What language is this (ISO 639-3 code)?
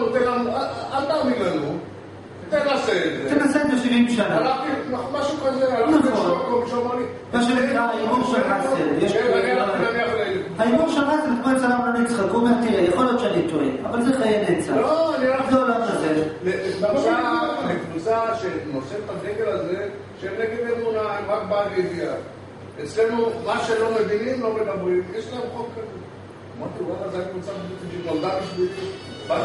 heb